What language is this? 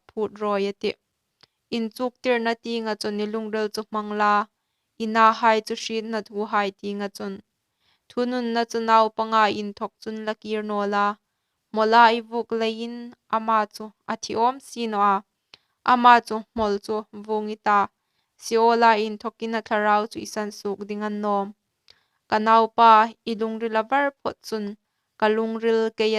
Hmar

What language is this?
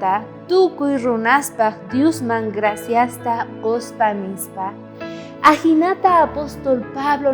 South Bolivian Quechua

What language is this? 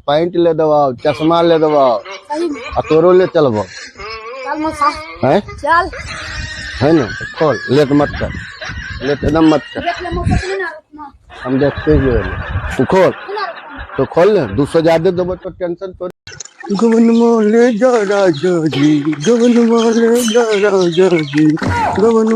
Magahi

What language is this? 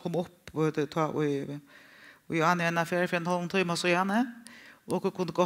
Faroese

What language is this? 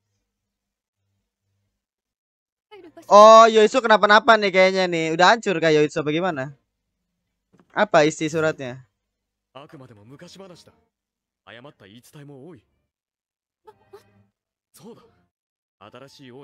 Indonesian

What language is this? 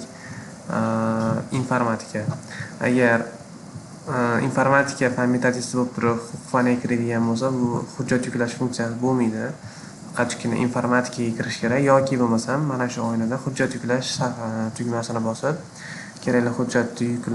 Uzbek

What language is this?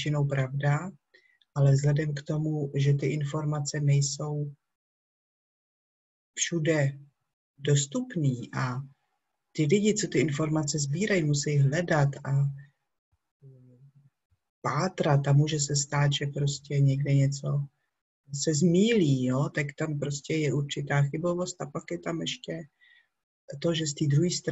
Czech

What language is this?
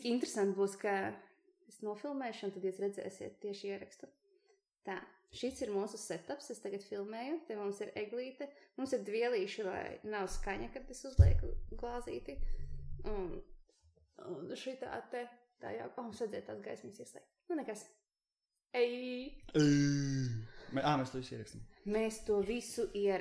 Latvian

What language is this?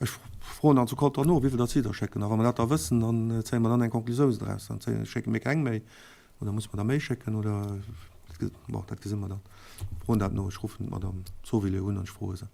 Luxembourgish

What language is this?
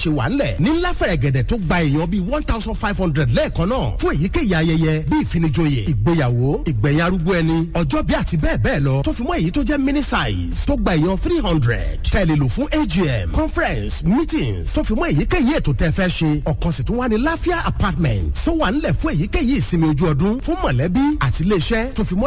Yoruba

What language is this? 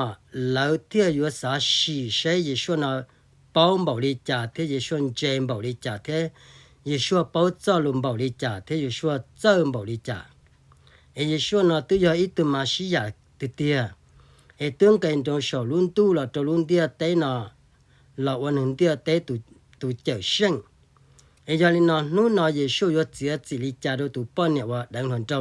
Hmong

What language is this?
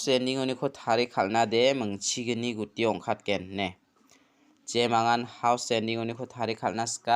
Garo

